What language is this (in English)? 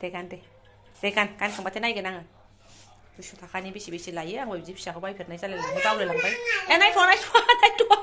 Bodo